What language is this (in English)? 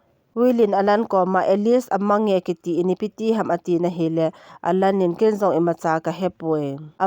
Thado Chin